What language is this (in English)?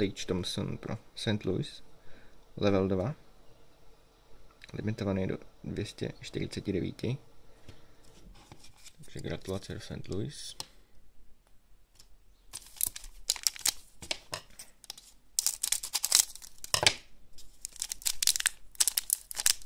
Czech